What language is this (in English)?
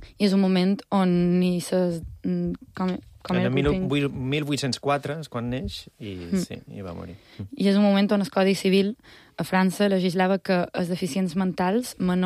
Catalan